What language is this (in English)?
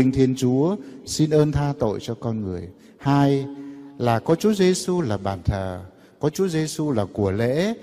Vietnamese